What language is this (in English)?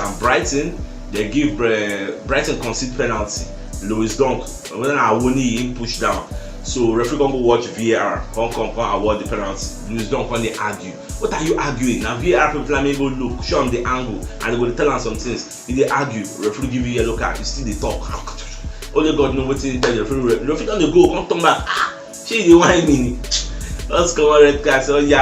Nigerian Pidgin